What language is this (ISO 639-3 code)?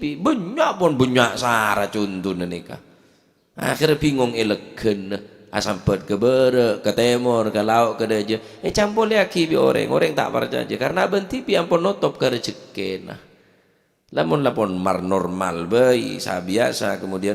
mad